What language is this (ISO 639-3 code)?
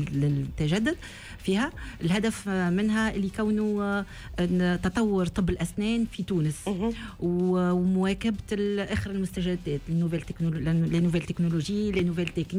aeb